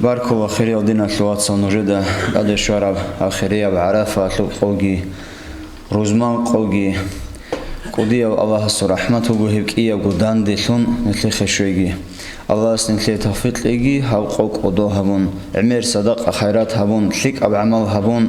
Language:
Avaric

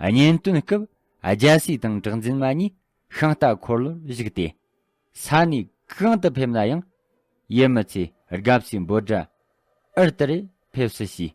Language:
Tibetan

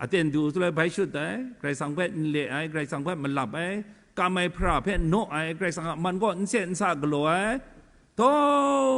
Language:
Kachin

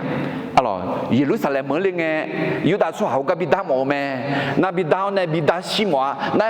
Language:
Akha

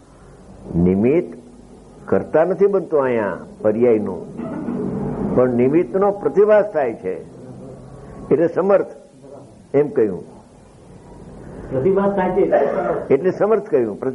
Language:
Gujarati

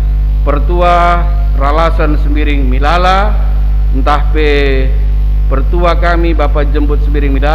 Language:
Batak Karo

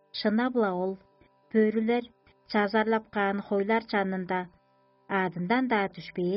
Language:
Tuvinian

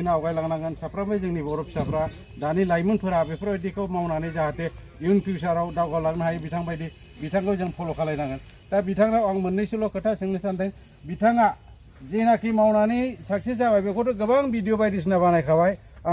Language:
Bodo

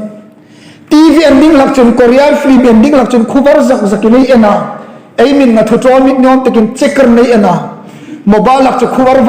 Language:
Hmar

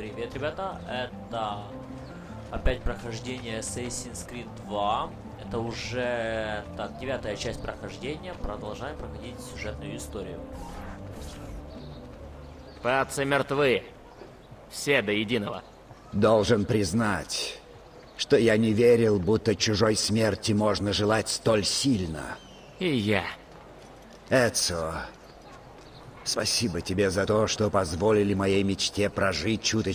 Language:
Russian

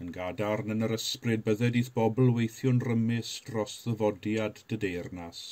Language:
Welsh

